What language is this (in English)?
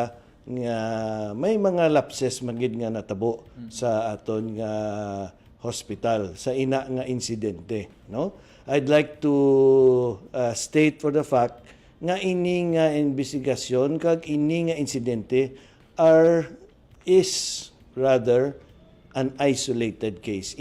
Hiligaynon